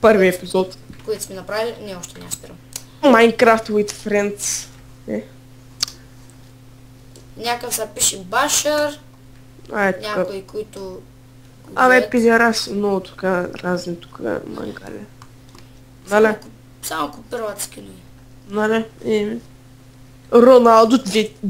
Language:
Bulgarian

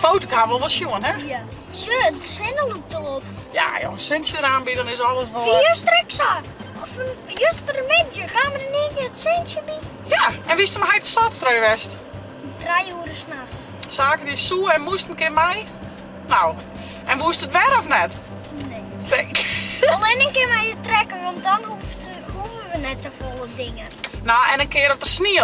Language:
Western Frisian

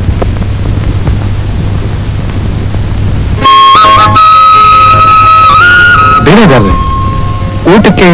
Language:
Kannada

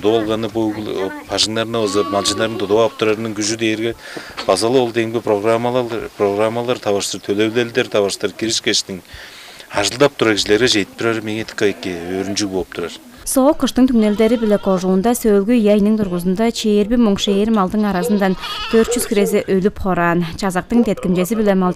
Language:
Tuvinian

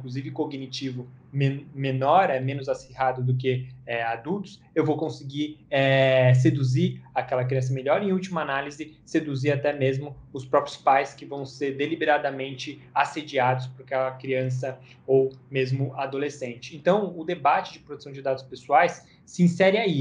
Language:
Portuguese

